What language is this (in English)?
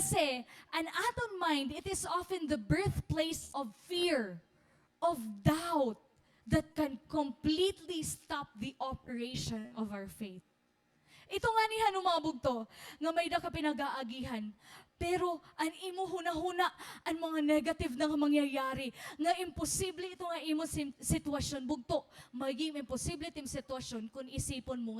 Waray